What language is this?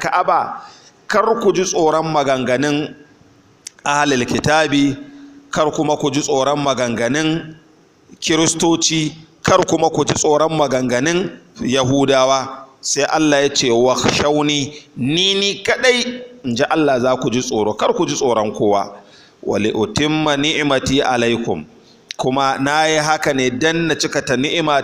Hausa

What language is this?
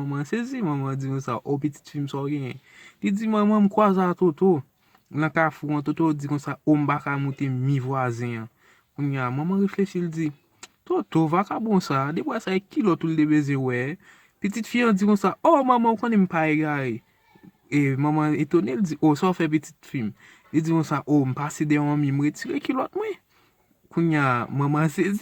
Haitian Creole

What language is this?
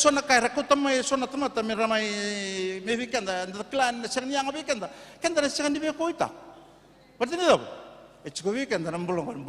Fijian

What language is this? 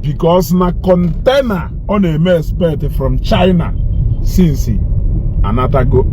Igbo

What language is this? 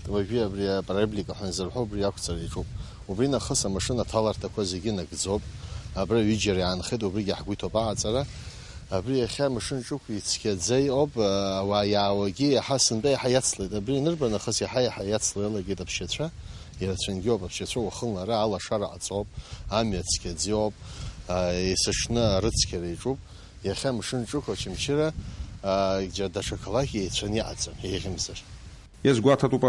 Abkhazian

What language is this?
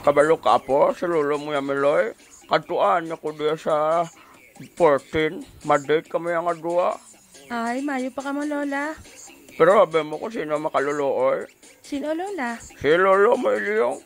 Hiligaynon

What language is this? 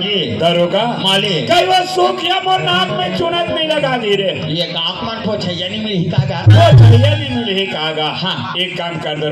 Chhattisgarhi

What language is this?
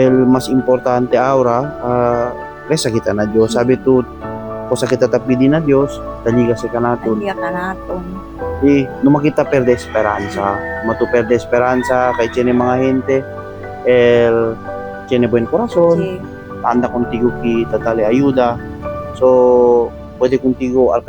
Chavacano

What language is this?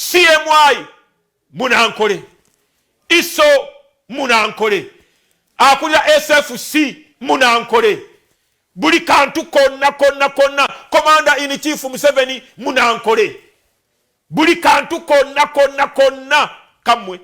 Ganda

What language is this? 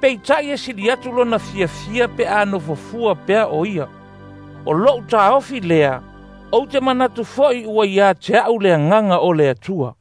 Samoan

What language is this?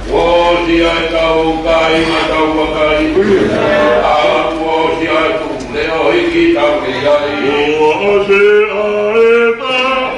Tongan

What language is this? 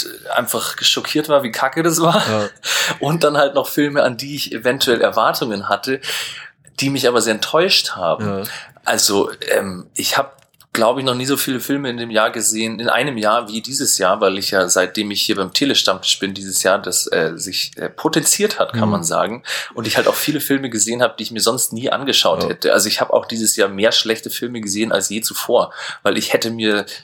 German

